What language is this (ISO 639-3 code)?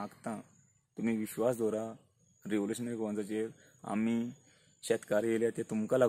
kok